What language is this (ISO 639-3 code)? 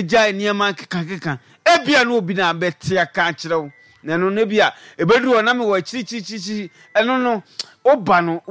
aka